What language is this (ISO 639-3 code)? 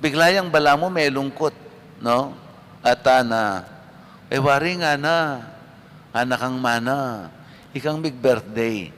pam